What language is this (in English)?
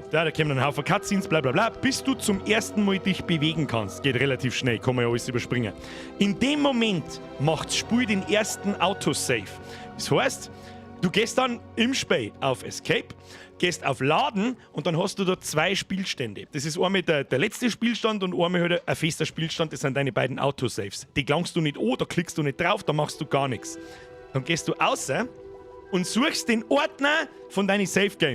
Bavarian